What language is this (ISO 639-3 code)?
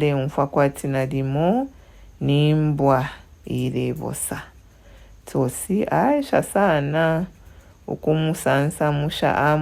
bem